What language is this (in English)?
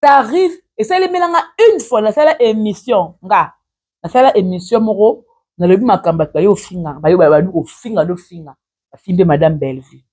Lingala